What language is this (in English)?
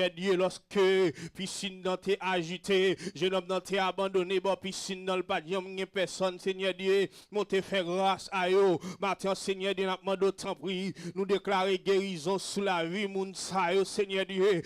Haitian Creole